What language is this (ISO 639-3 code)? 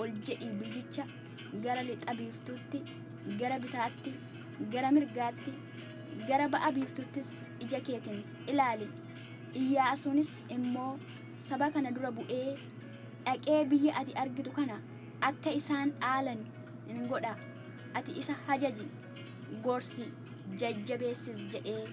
orm